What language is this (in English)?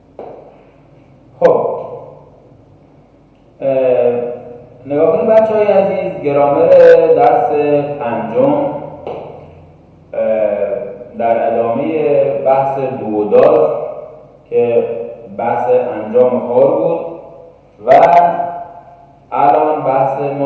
Persian